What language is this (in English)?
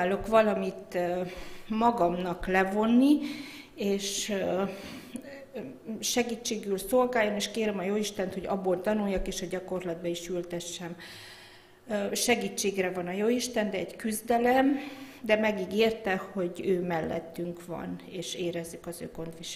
Hungarian